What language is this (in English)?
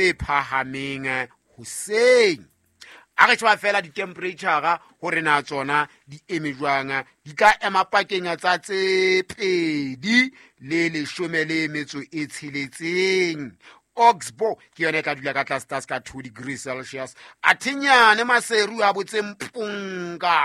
Southern Sotho